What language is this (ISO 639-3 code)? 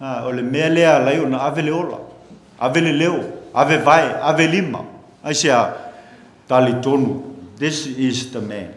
smo